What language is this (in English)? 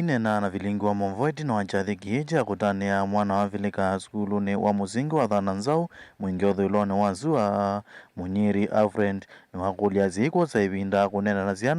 Kamba